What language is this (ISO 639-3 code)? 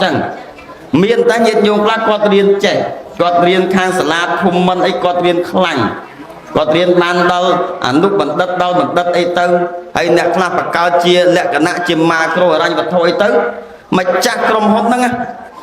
khm